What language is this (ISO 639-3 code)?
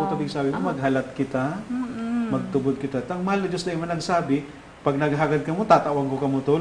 bik